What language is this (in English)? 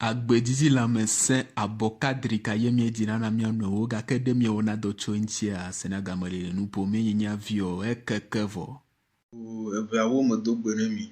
Ewe